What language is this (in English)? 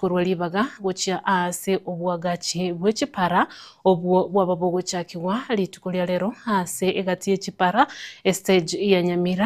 Gusii